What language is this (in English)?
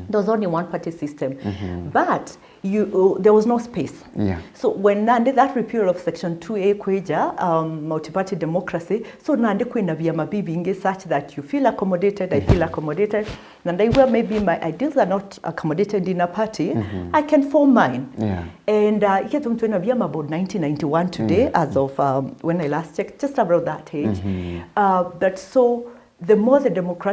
Meru